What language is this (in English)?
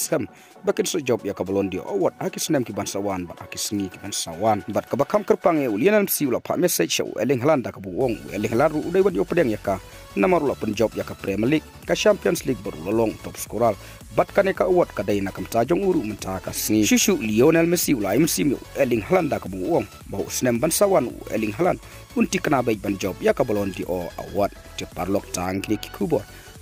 Khasi